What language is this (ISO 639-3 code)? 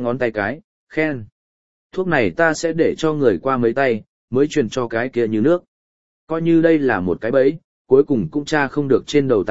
vie